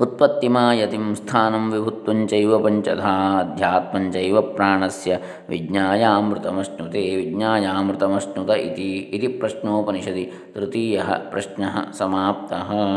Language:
Sanskrit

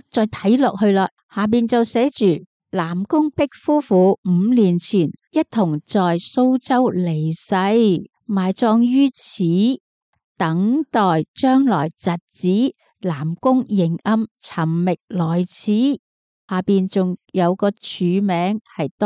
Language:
Cantonese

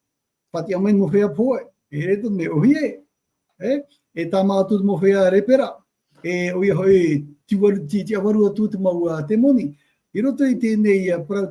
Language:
Tahitian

